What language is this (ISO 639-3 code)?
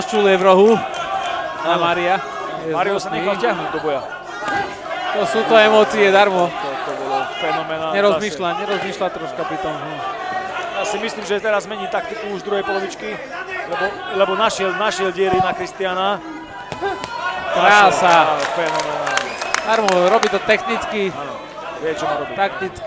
slk